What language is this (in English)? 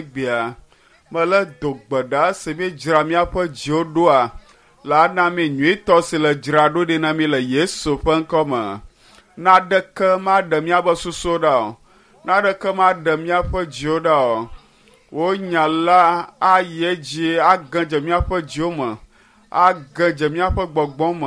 Ewe